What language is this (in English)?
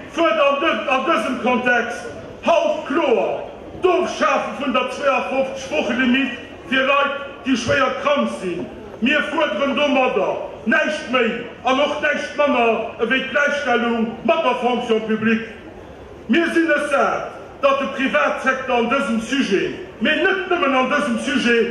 Luxembourgish